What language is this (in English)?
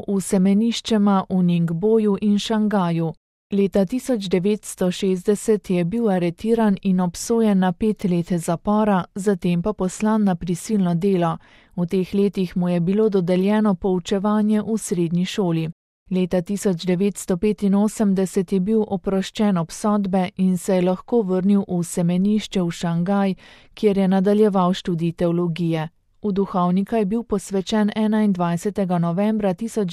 Slovenian